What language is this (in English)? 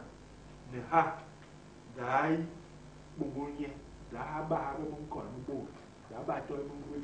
Basaa